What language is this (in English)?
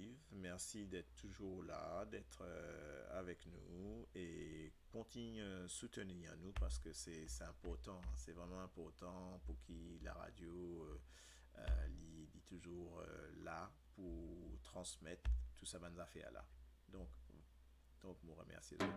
Morisyen